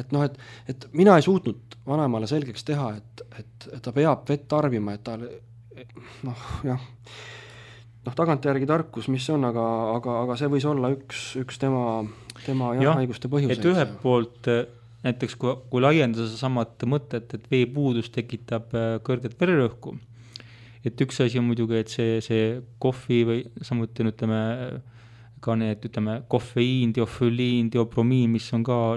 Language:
Estonian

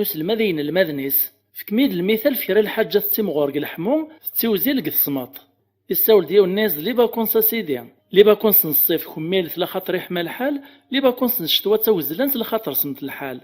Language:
Kabyle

